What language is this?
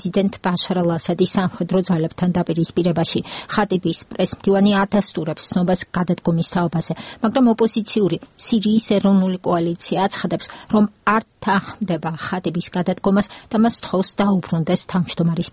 Georgian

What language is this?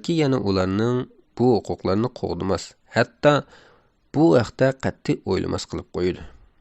Uyghur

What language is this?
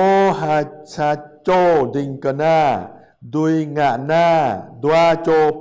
Jarai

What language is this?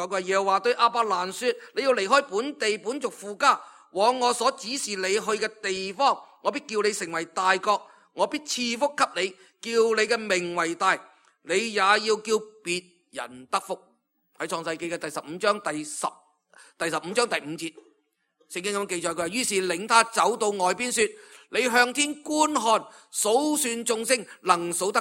Cantonese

